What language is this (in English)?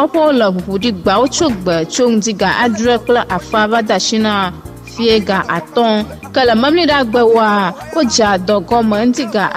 Ewe